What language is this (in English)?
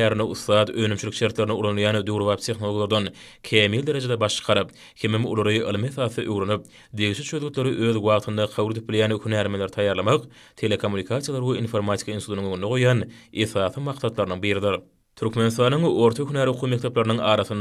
Turkmen